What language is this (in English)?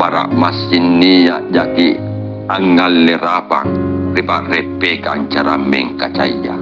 Makasar